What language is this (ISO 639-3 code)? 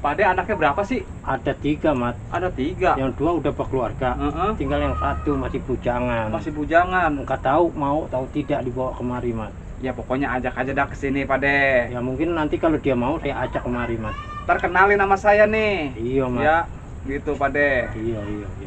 bew